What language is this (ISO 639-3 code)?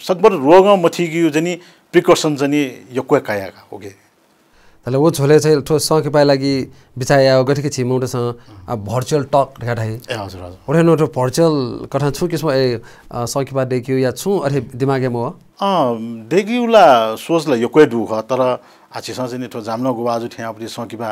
new